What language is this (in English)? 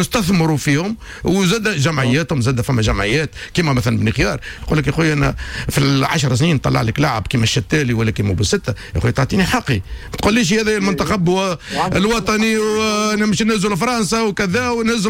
Tunisian Arabic